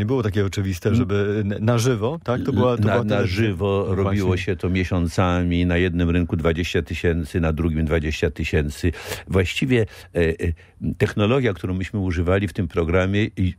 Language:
Polish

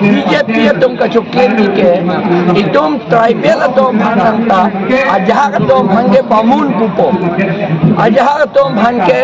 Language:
Karbi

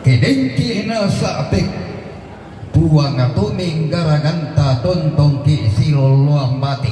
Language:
Toraja-Sa'dan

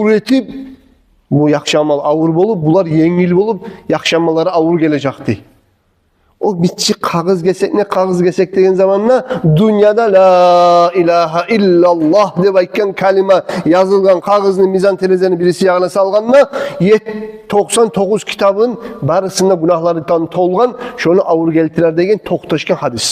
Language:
Kumyk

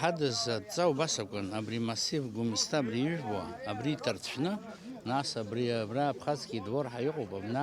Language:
Abkhazian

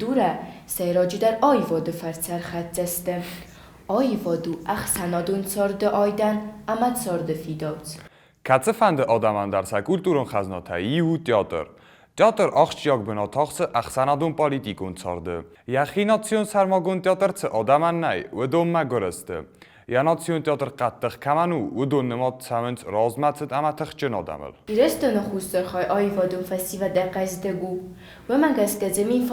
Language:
Ossetic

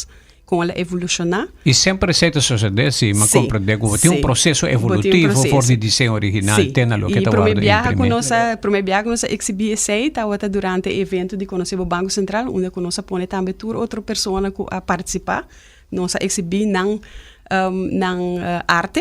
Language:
Papiamento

